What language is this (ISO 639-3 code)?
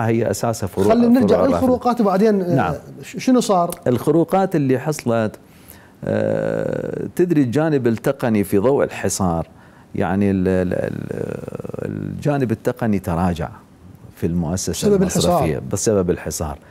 acm